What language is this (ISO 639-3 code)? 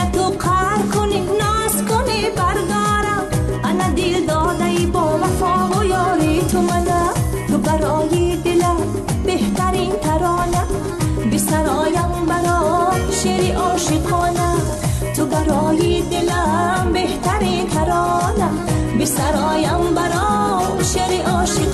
tgk